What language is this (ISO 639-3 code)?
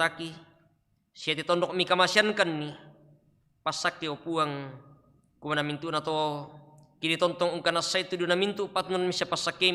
sda